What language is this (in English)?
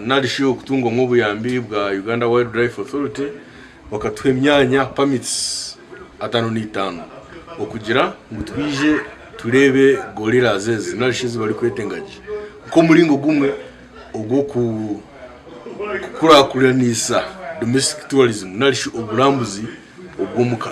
Nyankole